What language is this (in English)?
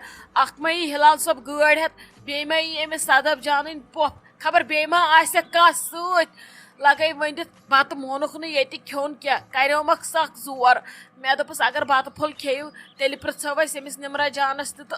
Kashmiri